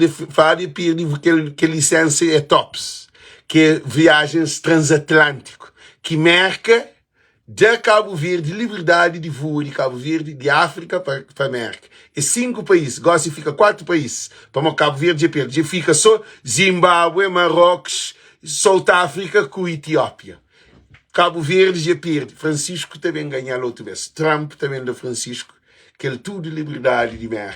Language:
Kabuverdianu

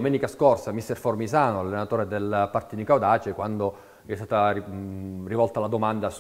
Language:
Italian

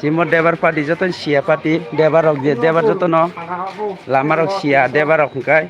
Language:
Kok Borok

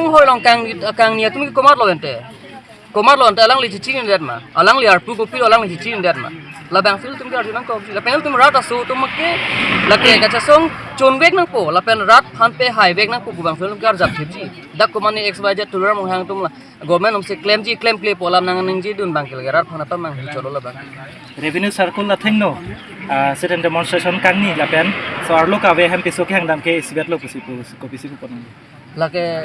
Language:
Karbi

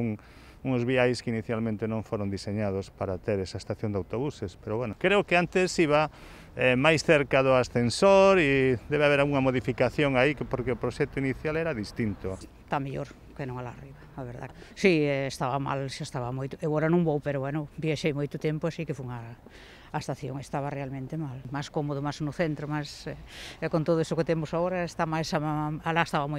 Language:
Galician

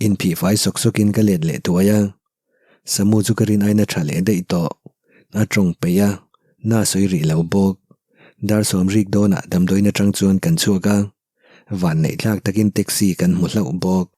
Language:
Mizo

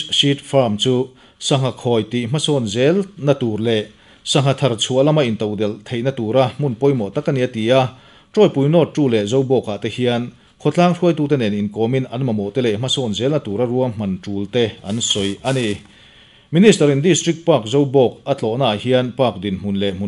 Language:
Mizo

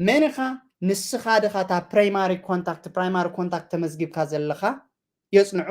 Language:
Tigrinya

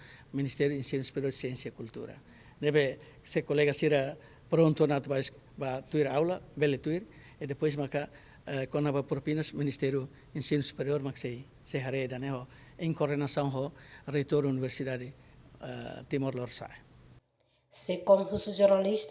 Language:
Tetum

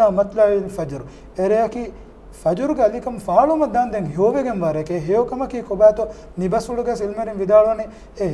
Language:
Divehi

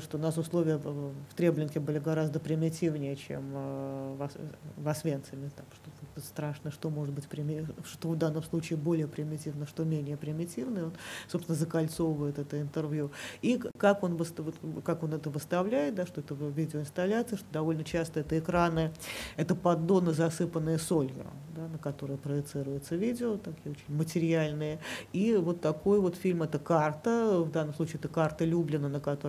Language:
Russian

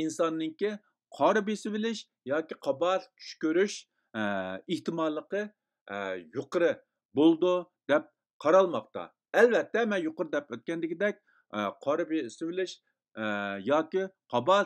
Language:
Uyghur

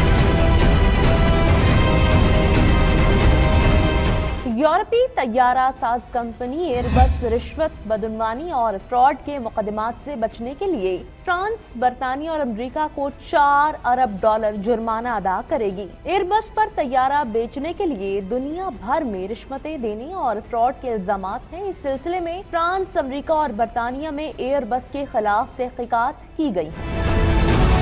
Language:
Urdu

